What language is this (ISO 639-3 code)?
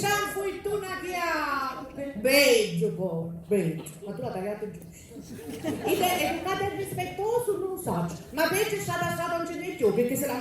scn